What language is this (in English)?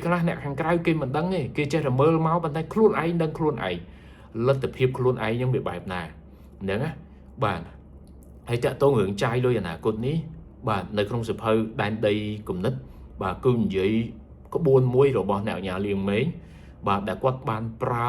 Khmer